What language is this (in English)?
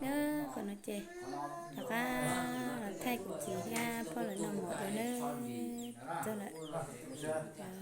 Hmong